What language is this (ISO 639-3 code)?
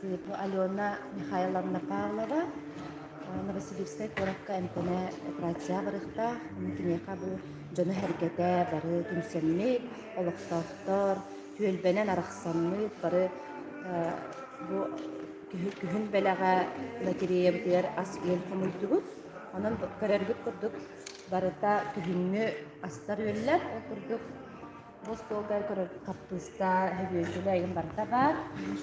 sah